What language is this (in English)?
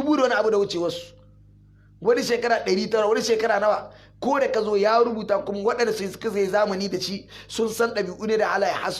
Hausa